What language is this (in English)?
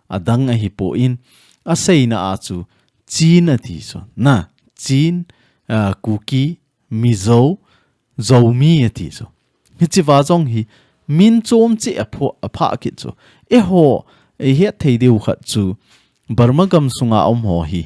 Thado Chin